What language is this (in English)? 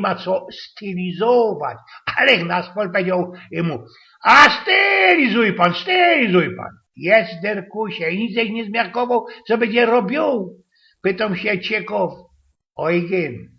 Silesian